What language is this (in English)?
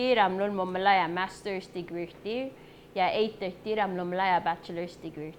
Palauan